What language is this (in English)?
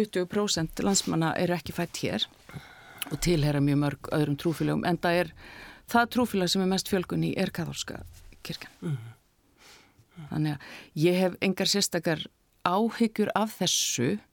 Icelandic